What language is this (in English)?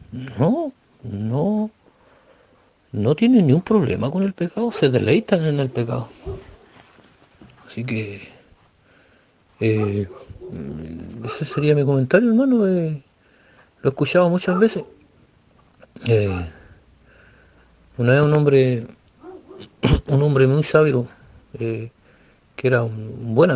Spanish